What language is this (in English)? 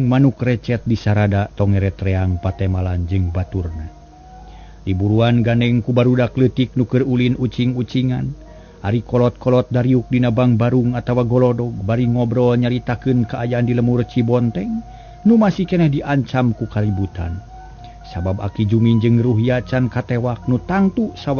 Sundanese